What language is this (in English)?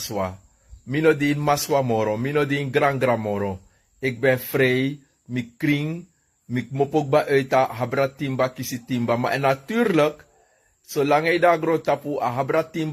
Sranan Tongo